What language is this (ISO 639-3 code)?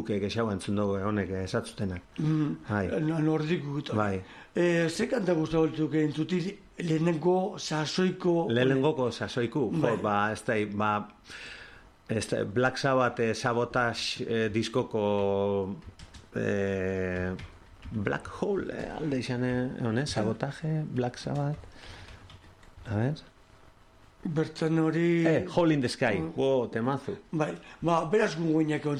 eus